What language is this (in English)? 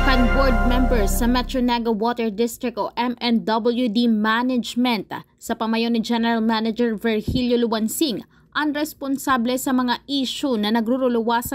Bikol